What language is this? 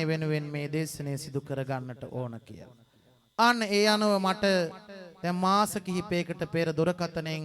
Sinhala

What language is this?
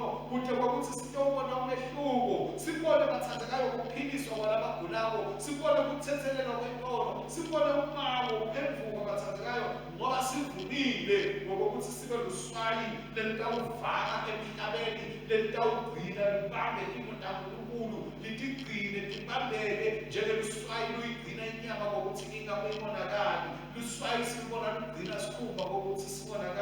Swati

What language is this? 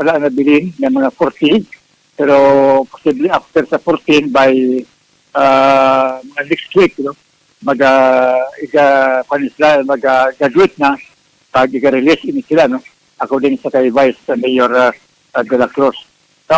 Hiligaynon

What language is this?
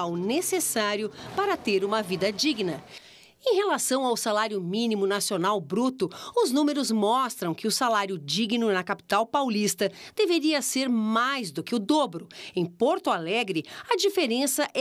Portuguese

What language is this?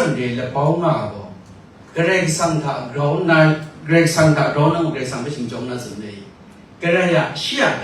Kachin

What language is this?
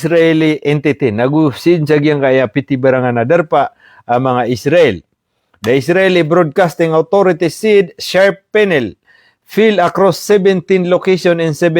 Maranao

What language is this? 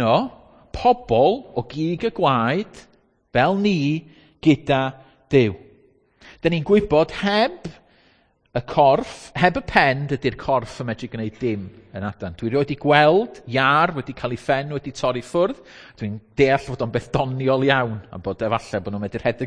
Welsh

